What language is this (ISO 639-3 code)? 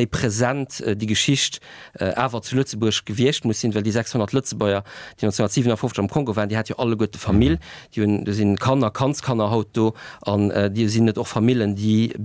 ltz